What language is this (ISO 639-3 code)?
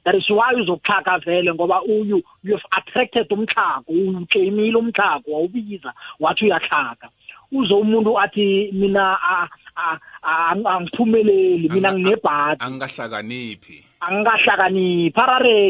nbl